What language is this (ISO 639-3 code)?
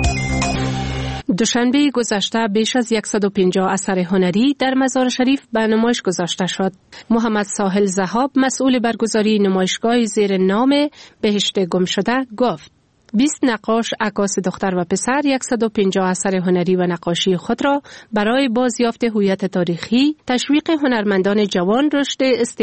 fas